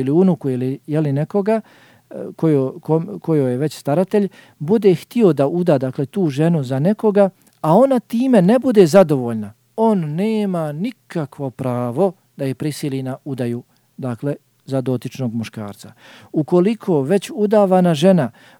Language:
Bosnian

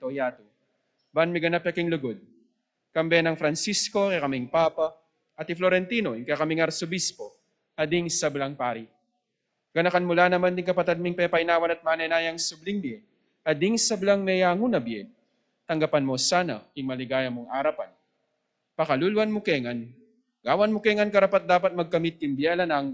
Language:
Pampanga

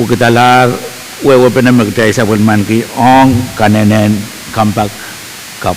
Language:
Pohnpeian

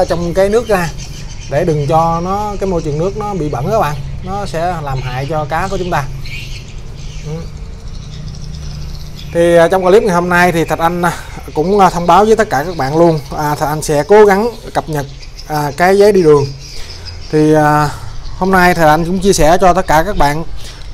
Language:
Vietnamese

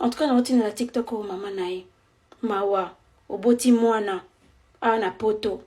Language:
Lingala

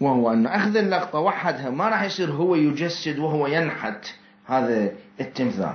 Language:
Mesopotamian Arabic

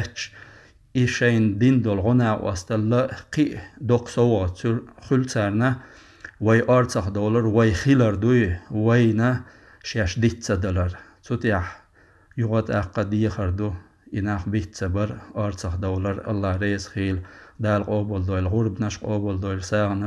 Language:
Chechen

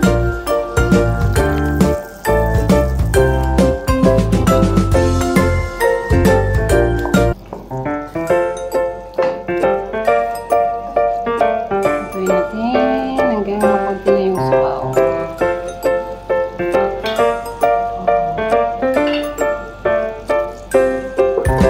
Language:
Filipino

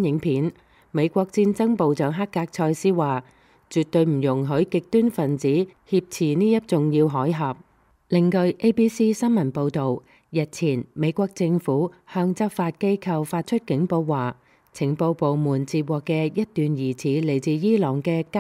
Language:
Cantonese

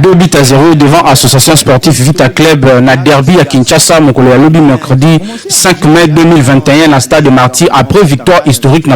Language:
Lingala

